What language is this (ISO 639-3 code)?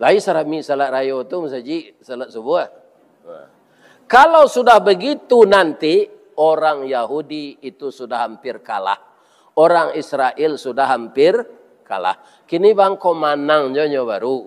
min